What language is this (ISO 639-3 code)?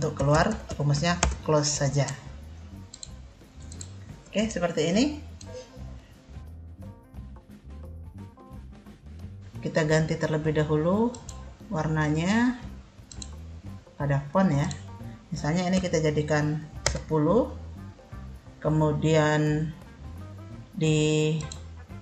ind